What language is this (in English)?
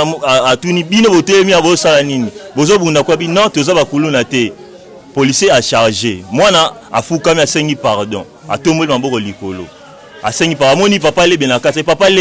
Lingala